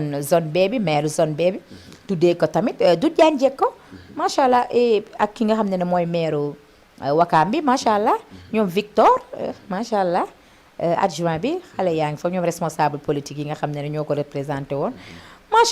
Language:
Wolof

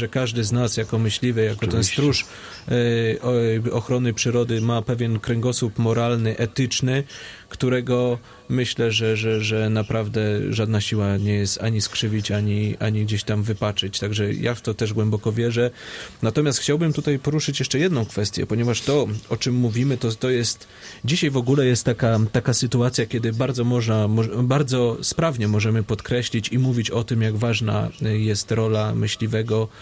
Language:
Polish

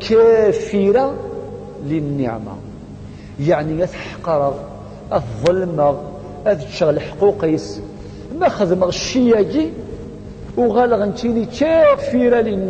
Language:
Kabyle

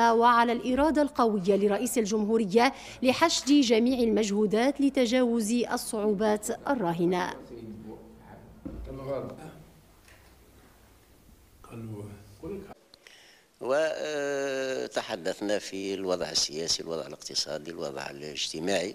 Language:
Arabic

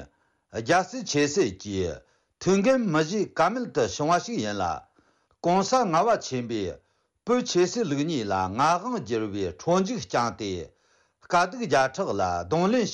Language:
Tibetan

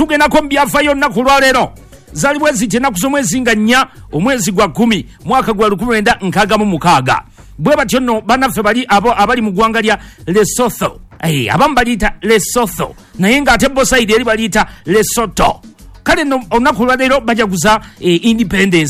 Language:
Ganda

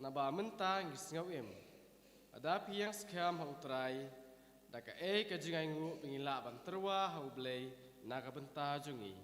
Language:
Khasi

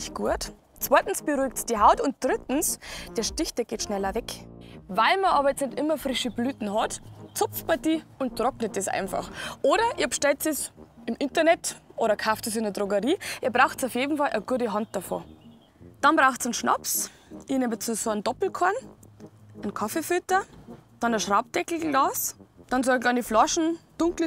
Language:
Bavarian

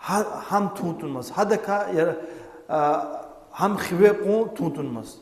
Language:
Lezghian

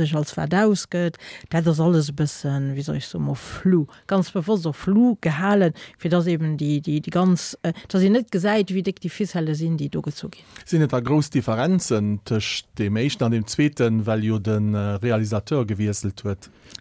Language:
Luxembourgish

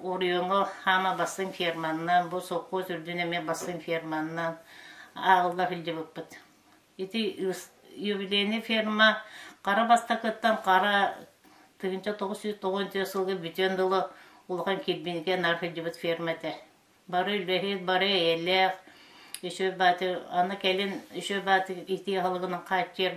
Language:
Yakut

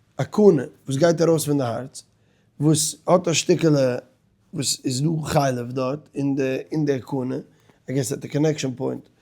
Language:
Yiddish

